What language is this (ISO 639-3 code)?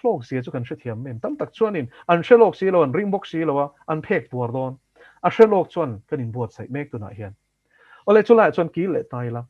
lus